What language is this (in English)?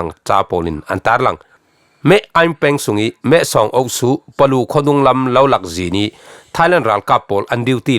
Falam Chin